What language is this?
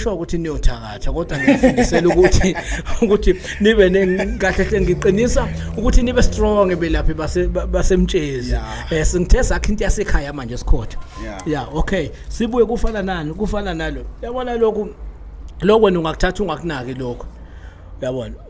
Zulu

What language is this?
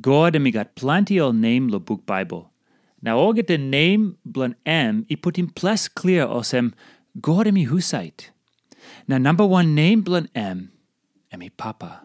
Tok Pisin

